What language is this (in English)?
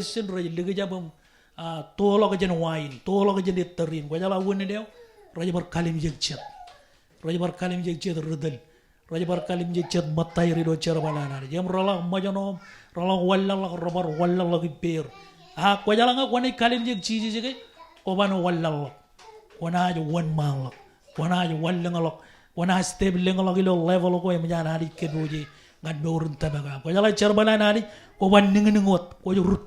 Marshallese